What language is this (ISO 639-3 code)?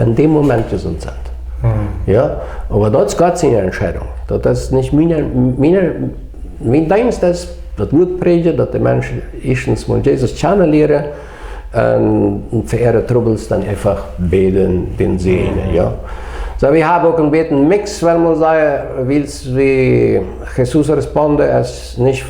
pdt